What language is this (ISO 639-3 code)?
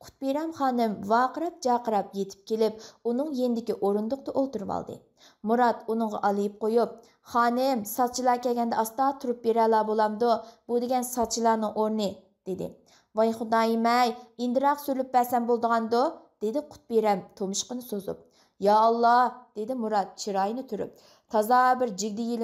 uig